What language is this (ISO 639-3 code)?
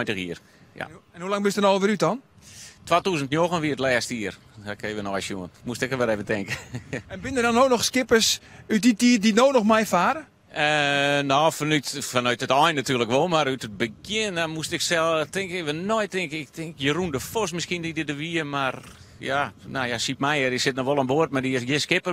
fry